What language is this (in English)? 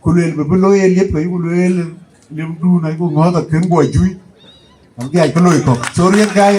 Dinka